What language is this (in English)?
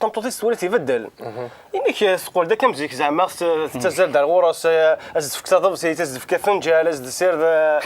Kabyle